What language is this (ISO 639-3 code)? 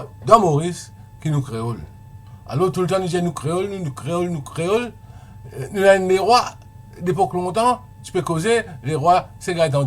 mfe